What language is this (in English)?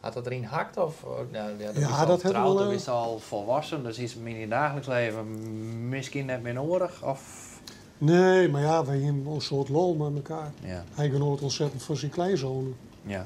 Western Frisian